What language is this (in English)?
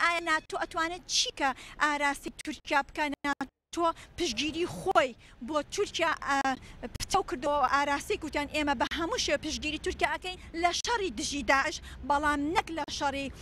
Central Kurdish